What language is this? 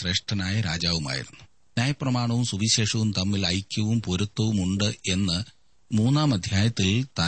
Malayalam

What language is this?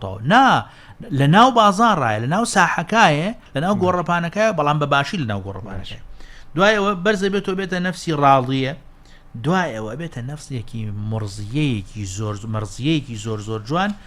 Central Kurdish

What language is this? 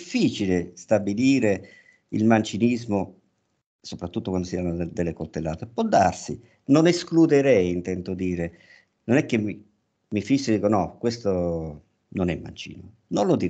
Italian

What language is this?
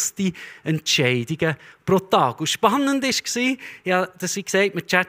Swiss German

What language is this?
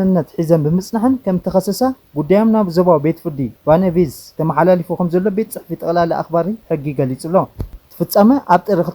Tigrinya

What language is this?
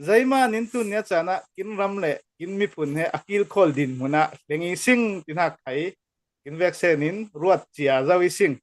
Falam Chin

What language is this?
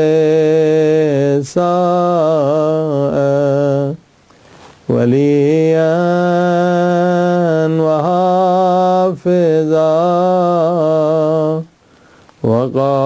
Urdu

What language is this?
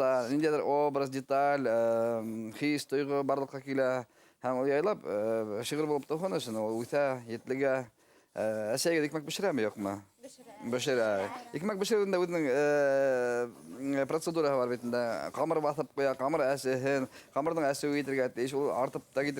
Bashkir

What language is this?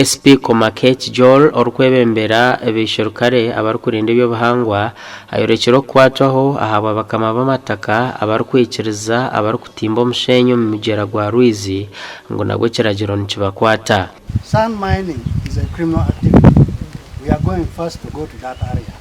Nyankole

